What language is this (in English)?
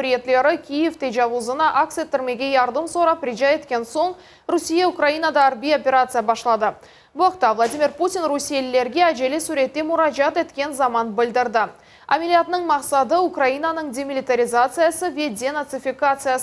Crimean Tatar